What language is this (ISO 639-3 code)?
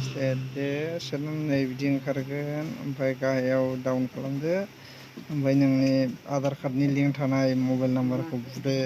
brx